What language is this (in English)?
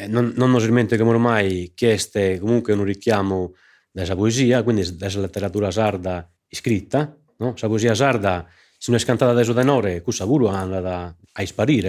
Sardinian